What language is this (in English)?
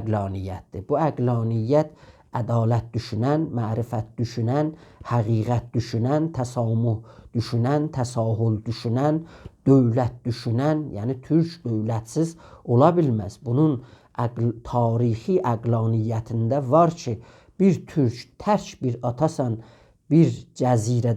South Azerbaijani